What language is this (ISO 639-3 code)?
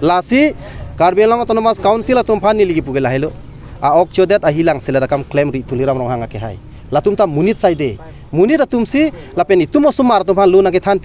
mjw